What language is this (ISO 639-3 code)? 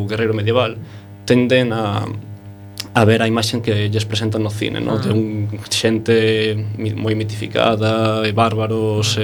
glg